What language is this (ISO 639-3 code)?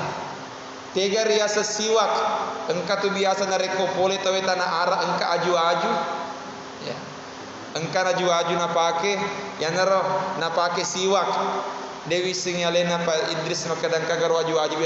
bug